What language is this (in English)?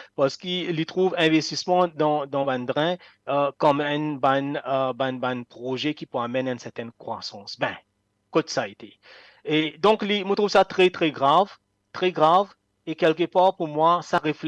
Morisyen